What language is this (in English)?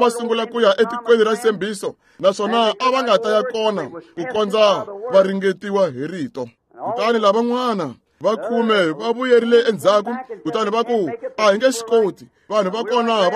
Tsonga